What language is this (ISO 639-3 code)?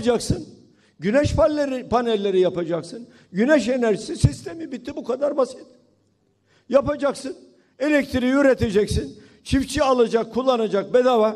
tur